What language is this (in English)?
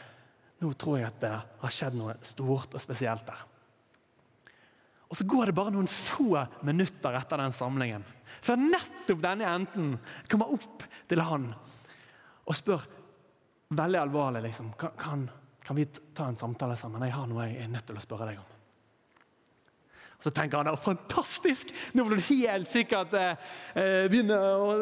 Norwegian